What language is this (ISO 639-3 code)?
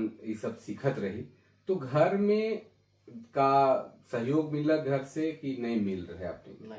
sck